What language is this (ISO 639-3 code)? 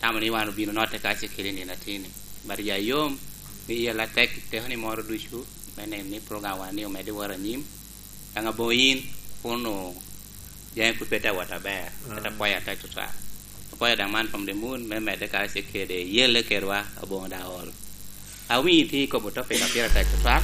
laj